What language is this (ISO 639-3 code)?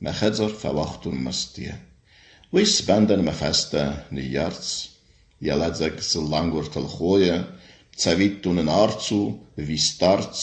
oss